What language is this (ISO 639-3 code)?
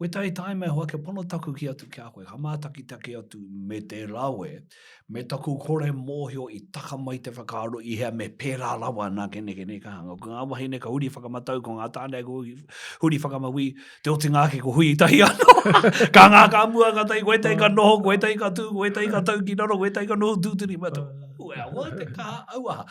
mri